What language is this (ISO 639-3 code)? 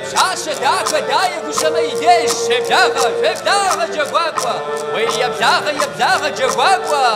kbd